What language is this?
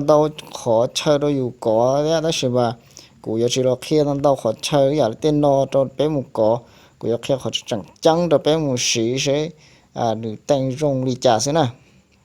Hmong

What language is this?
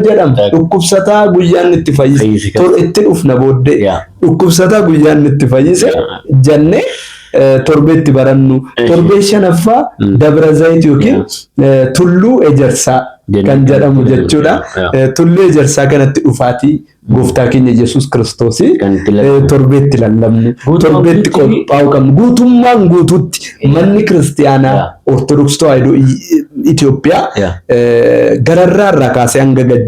Oromo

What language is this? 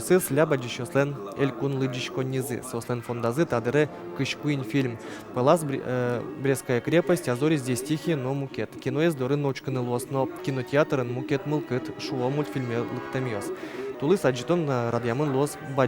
Udmurt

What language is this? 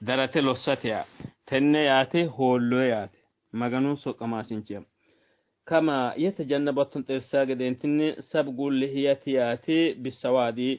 Sidamo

